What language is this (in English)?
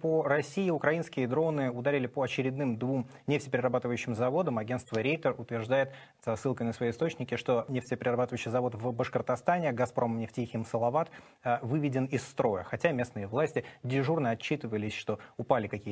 Russian